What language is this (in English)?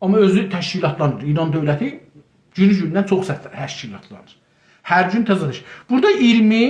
South Azerbaijani